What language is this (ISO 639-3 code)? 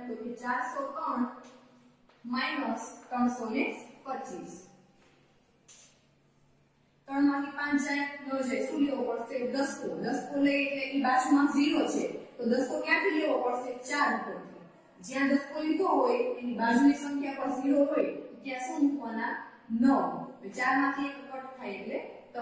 guj